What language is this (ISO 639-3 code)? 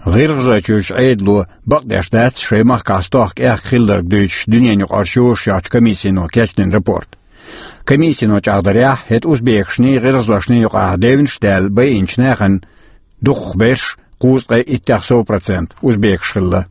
che